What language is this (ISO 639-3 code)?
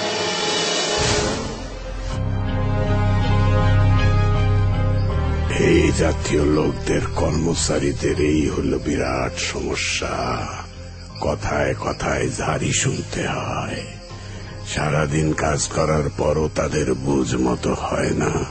ben